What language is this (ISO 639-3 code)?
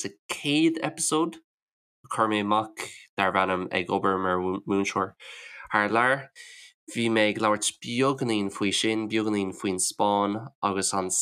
gle